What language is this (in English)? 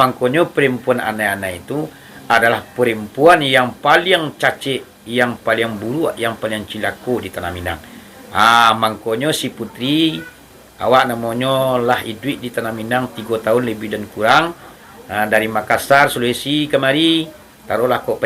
Minangkabau